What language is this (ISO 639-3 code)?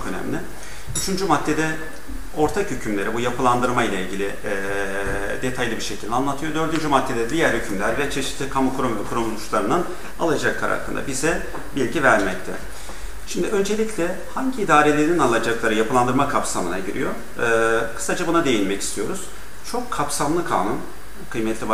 tur